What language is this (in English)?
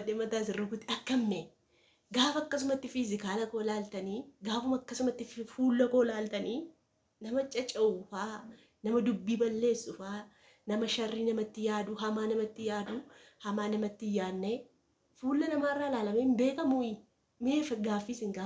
Oromo